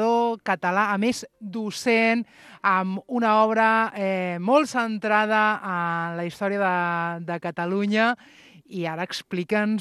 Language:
Catalan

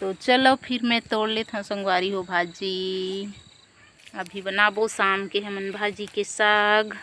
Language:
Chhattisgarhi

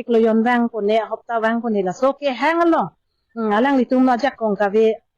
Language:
Karbi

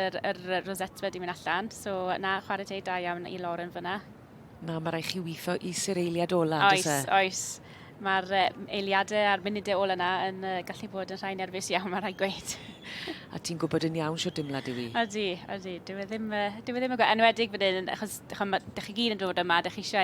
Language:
Welsh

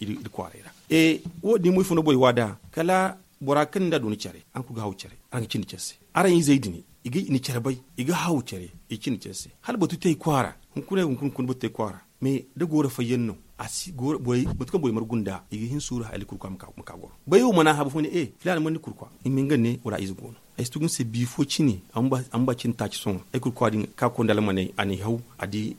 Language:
Zarma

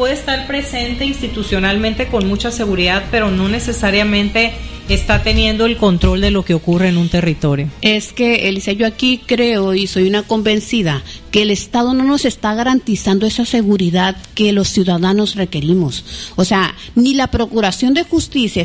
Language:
Spanish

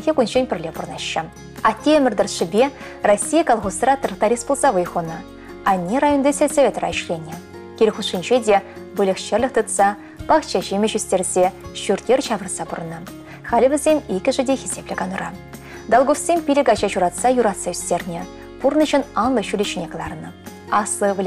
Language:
Chuvash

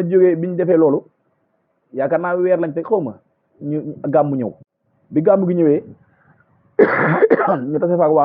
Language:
Wolof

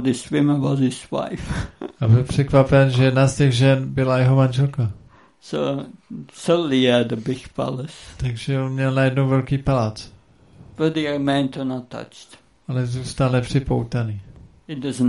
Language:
Czech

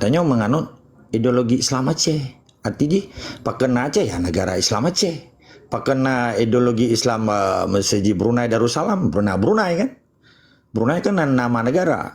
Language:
Achinese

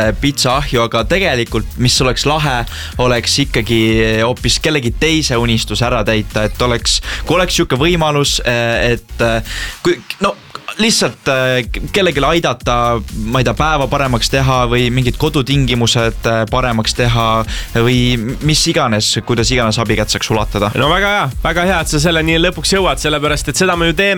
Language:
Estonian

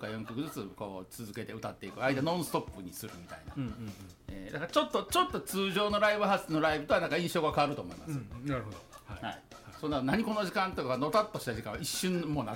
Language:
Japanese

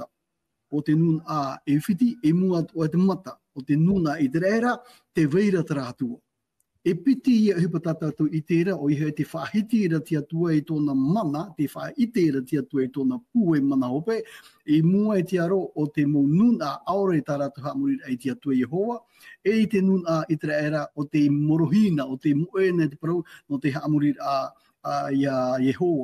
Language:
Tahitian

